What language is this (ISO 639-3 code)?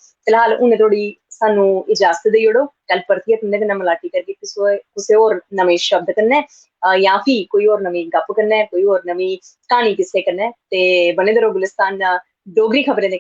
doi